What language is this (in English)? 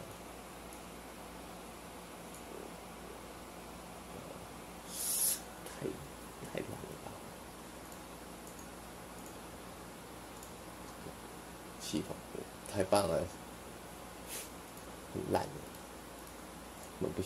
Chinese